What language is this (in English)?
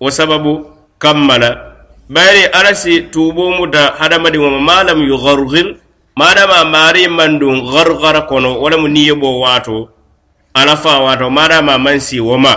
Mandingo